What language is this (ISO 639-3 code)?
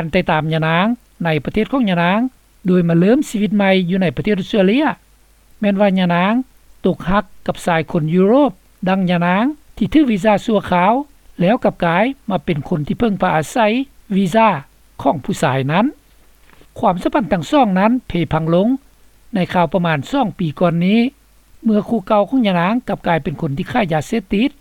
lao